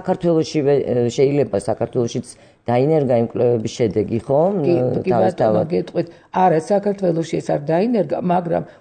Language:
Georgian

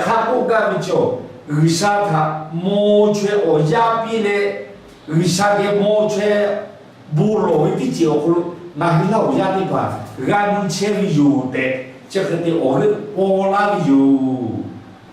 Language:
Lahu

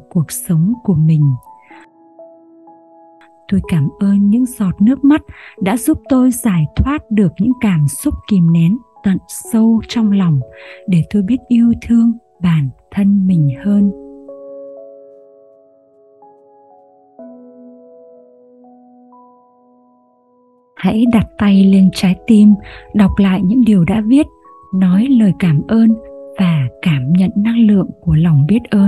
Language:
Vietnamese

